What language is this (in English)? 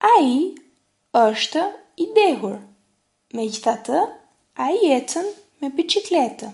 Albanian